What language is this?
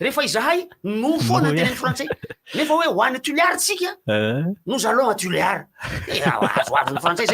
Malagasy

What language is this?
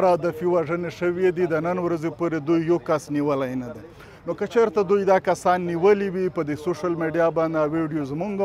Pashto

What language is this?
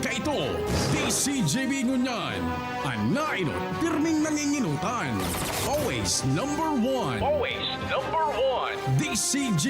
Bikol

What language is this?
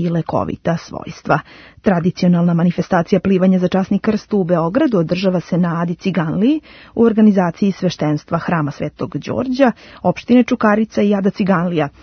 Serbian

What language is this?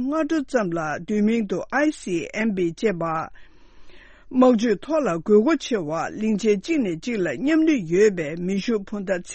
Tibetan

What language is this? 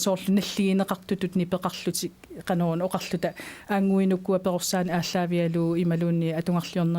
Kalaallisut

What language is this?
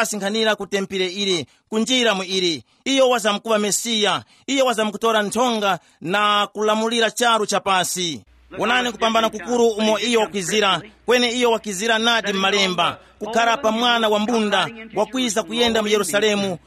Tumbuka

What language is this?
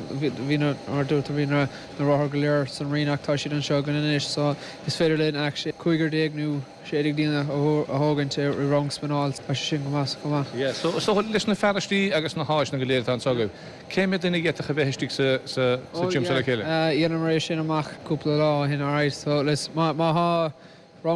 Irish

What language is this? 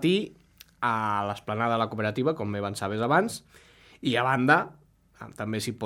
Catalan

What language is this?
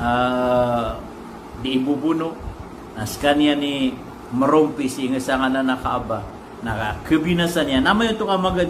Maranao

